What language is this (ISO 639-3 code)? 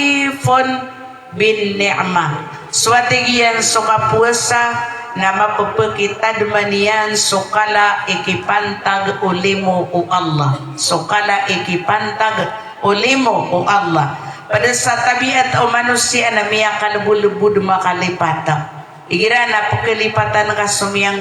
mrw